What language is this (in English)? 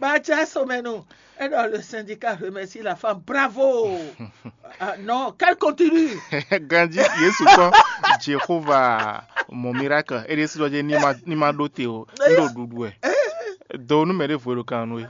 Fon